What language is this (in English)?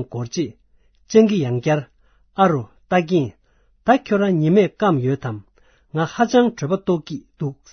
Tibetan